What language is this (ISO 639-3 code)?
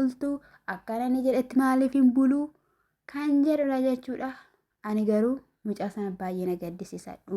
orm